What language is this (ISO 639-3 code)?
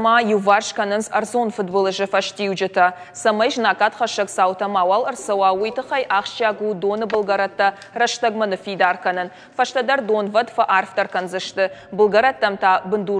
oss